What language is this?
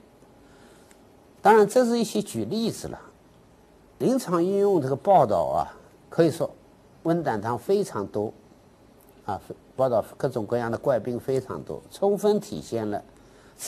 Chinese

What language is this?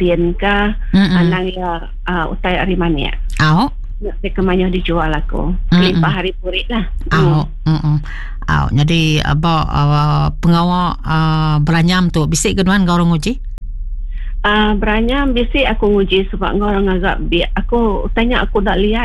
Iban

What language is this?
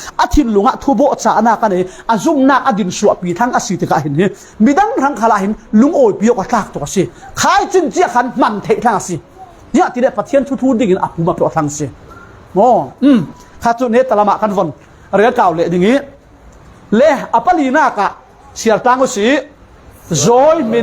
Falam Chin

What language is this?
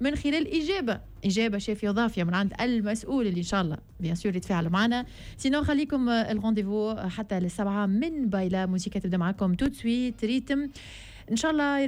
Tunisian Arabic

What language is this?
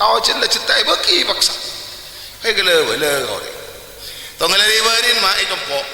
Madurese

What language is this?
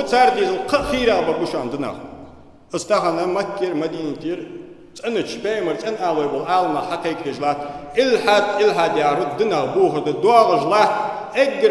Ingush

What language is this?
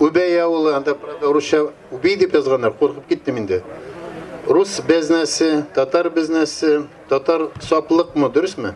Tatar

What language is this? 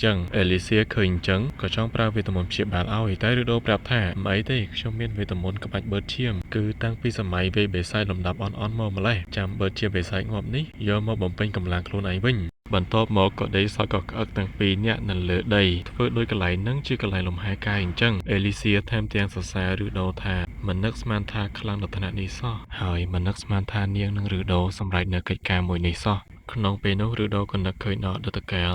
Khmer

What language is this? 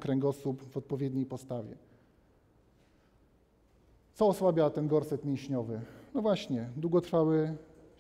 Polish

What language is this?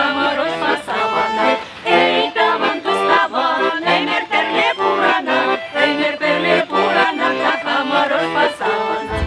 Chuvash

